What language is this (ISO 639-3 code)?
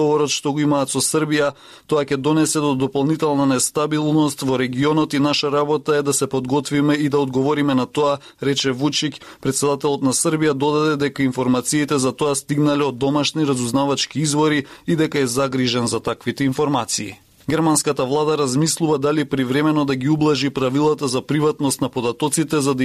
mkd